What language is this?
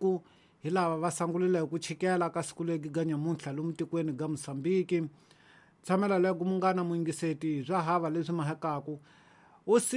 Tsonga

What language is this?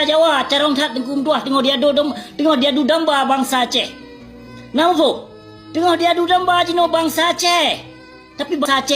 Achinese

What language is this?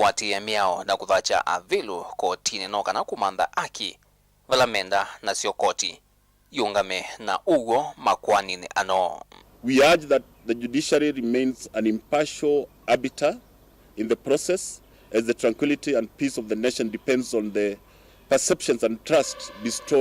Kamba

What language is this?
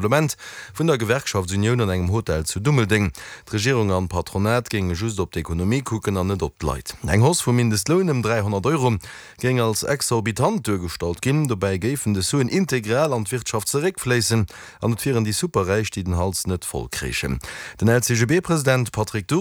Luxembourgish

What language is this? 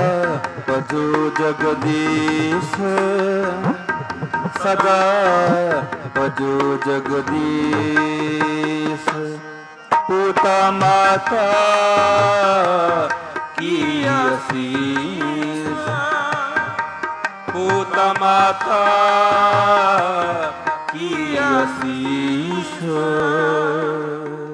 Punjabi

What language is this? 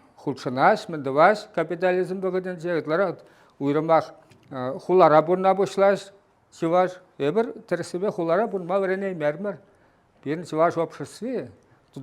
Chuvash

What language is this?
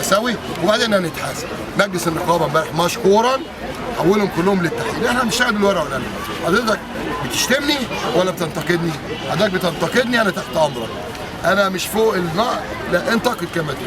Egyptian Arabic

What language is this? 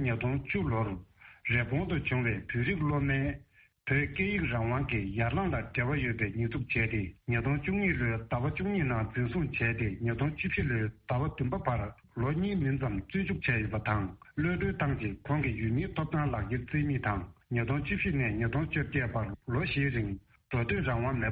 Tibetan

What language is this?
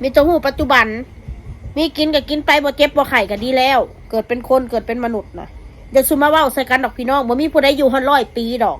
Northeastern Thai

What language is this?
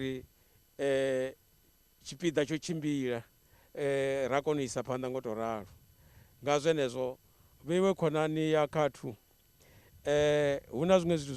Venda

